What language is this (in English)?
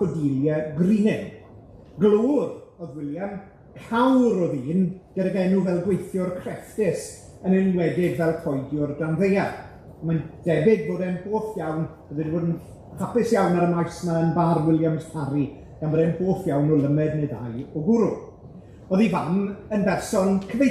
Welsh